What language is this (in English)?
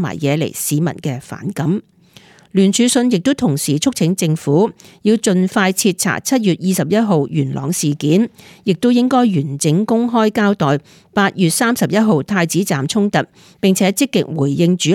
Cantonese